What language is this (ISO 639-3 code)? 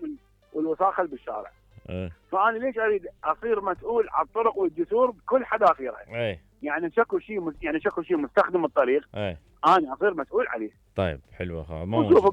acm